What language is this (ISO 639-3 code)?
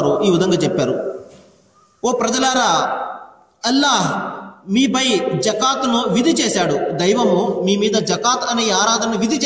tel